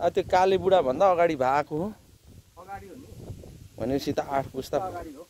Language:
Nepali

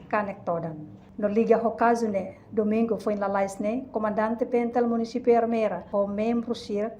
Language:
Tetum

